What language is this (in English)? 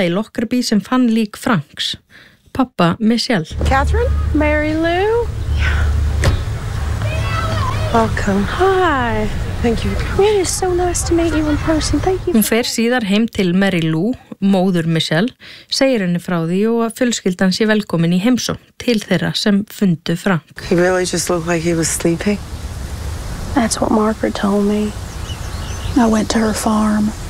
Icelandic